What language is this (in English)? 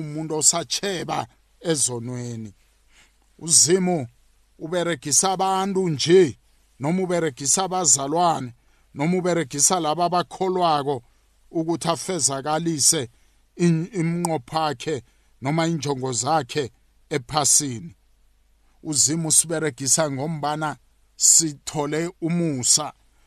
South Ndebele